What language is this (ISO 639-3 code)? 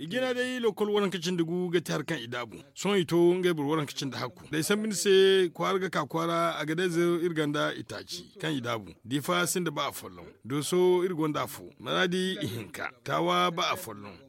dje